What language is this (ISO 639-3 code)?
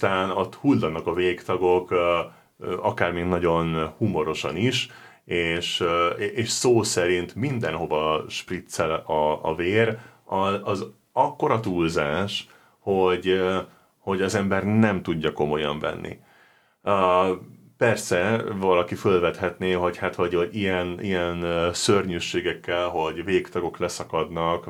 hun